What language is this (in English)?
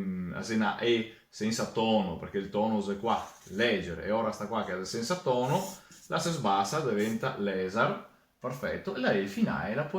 Venetian